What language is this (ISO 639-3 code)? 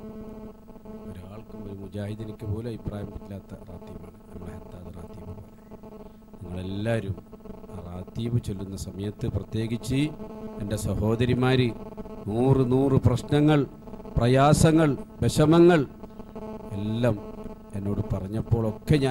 mal